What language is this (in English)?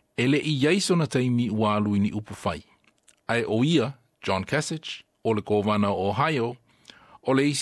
Samoan